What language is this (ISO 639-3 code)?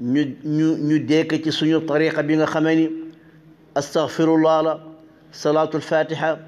wol